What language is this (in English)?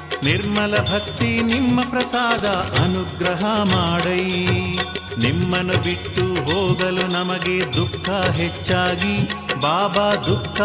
Kannada